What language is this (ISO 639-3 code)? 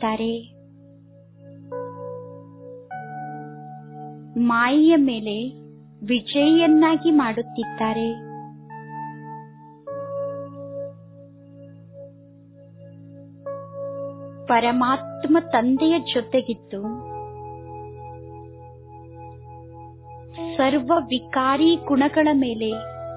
kan